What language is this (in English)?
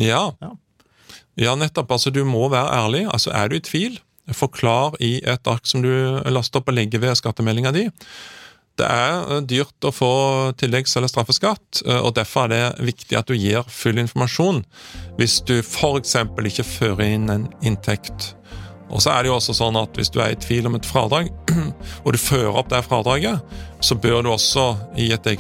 Norwegian